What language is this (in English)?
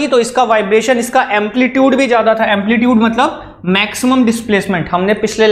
Hindi